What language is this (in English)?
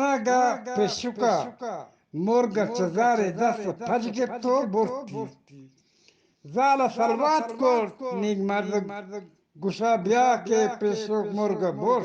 Eastern Balochi